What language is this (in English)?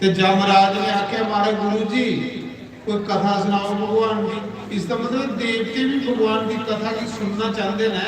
Dogri